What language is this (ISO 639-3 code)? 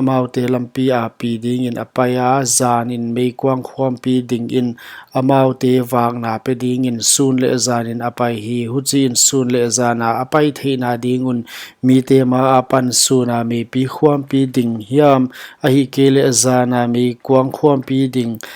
pck